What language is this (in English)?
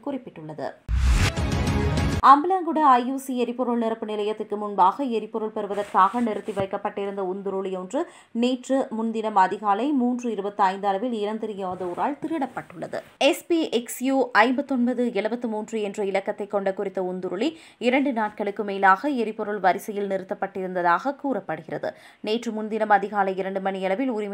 Tamil